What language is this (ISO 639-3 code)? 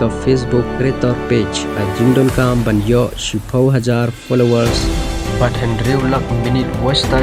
kha